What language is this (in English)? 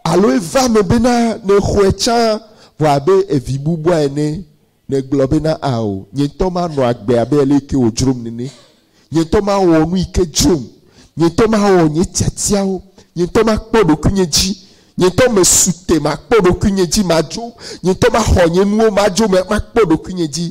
Ewe